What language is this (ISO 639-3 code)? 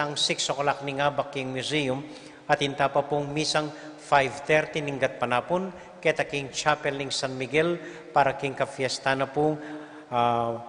pam